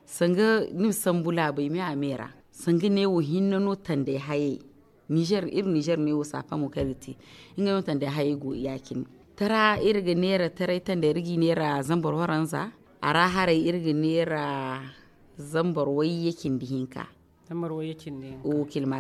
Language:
Zarma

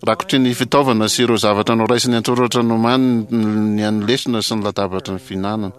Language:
Malagasy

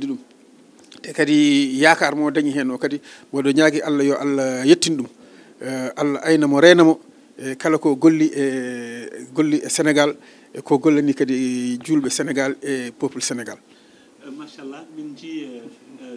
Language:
Fula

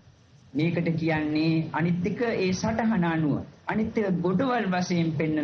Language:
Sinhala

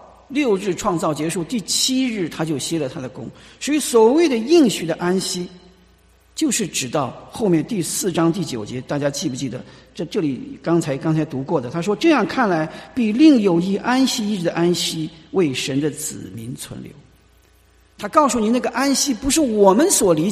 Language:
Chinese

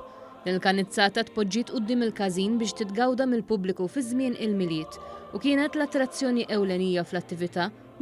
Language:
Maltese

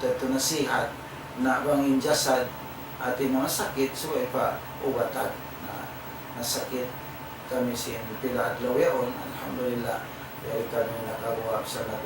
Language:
Tausug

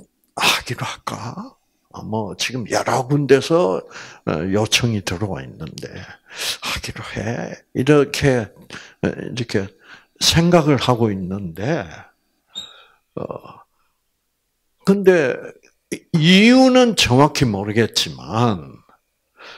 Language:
Korean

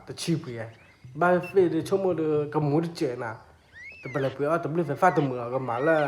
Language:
S'gaw Karen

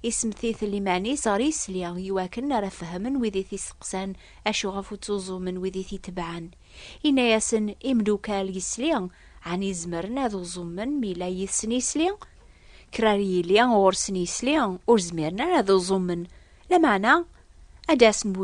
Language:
Kabyle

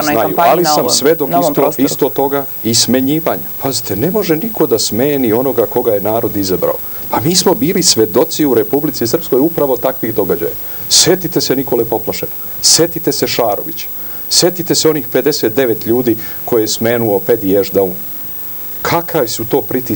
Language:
Serbian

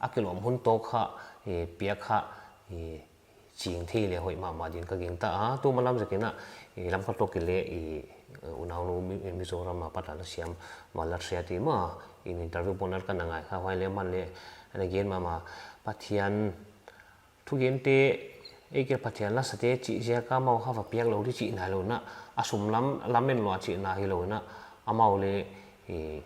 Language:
Paite Chin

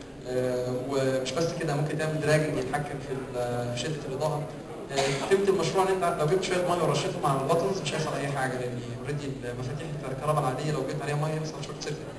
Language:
Egyptian Arabic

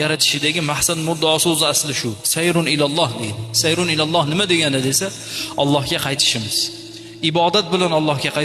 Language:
Uzbek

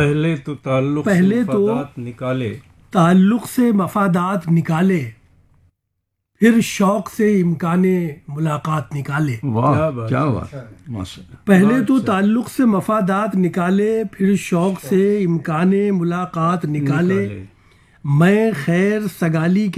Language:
Urdu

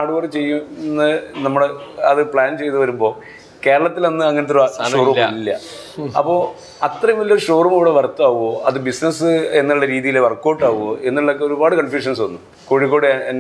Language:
Malayalam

